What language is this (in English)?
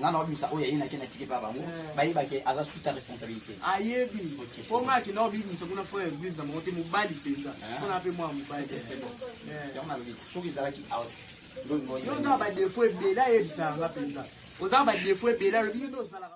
Lingala